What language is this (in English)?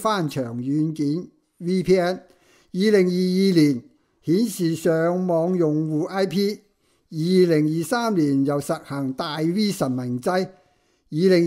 Cantonese